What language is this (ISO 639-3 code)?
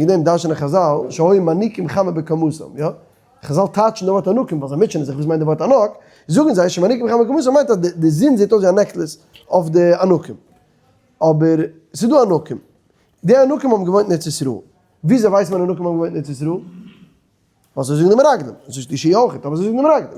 yid